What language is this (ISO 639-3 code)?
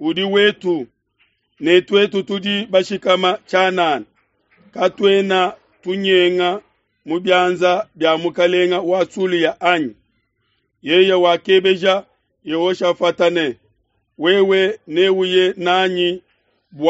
lua